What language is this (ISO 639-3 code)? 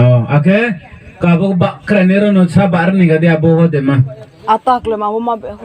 ria